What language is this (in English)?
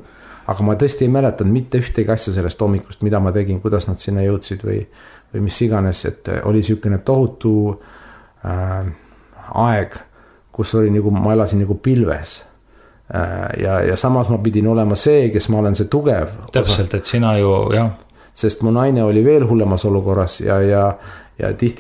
Estonian